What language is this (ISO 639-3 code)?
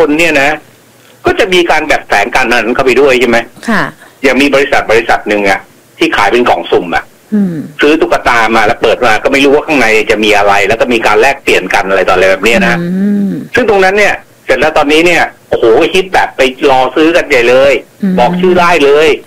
tha